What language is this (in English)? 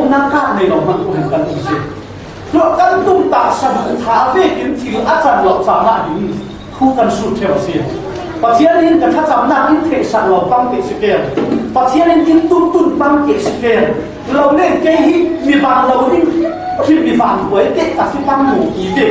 Falam Chin